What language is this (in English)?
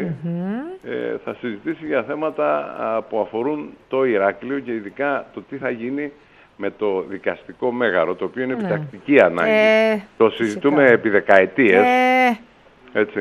Greek